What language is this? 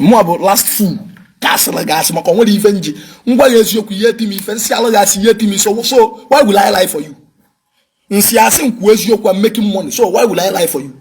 Igbo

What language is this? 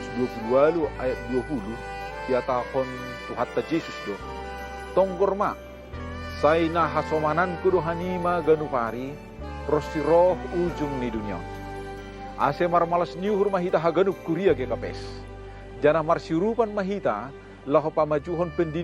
Batak Simalungun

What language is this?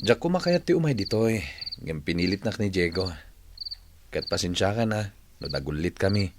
Iloko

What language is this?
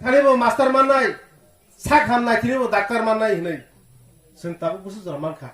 Kok Borok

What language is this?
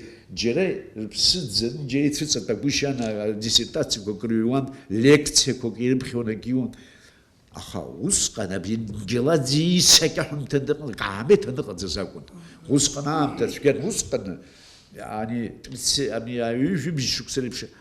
Abkhazian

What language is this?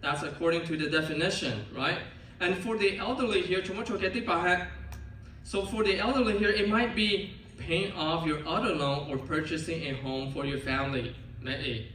Lahu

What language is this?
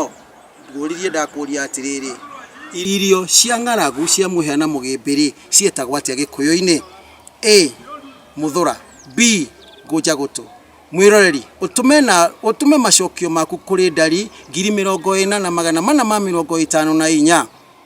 Kikuyu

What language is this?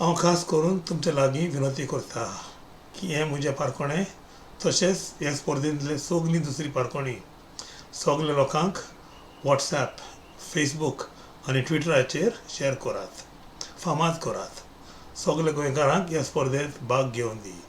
Konkani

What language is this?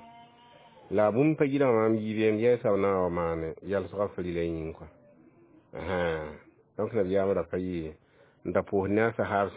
Mossi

